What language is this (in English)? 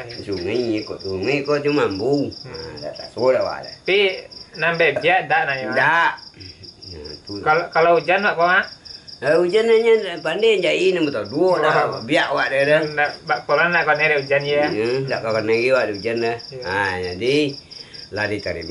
Minangkabau